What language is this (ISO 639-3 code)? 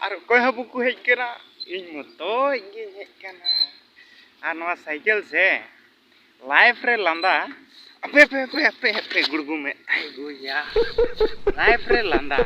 sat